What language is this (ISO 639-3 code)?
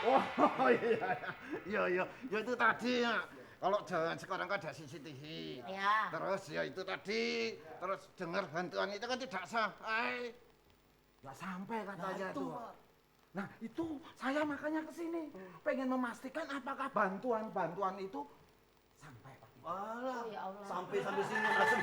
mui